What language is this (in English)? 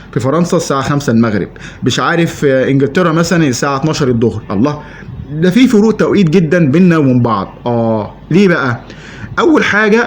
Egyptian Arabic